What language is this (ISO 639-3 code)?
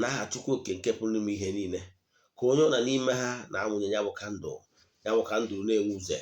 ibo